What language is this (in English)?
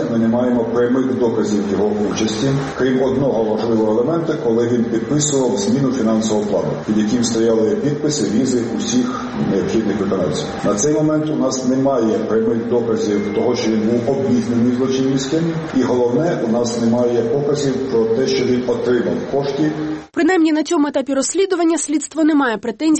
Ukrainian